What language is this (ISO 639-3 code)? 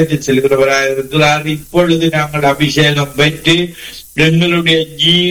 tam